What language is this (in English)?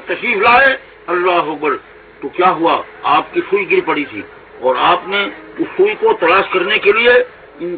Urdu